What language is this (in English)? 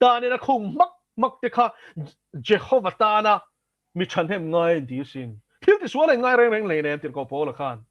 Mizo